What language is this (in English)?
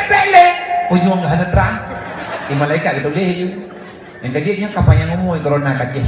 Achinese